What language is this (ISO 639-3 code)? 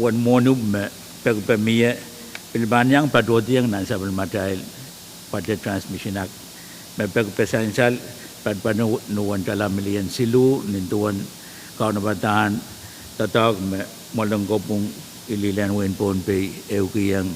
pon